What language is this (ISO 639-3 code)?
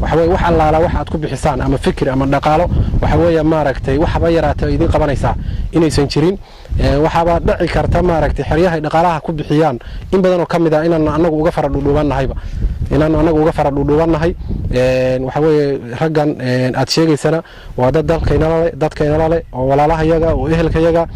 som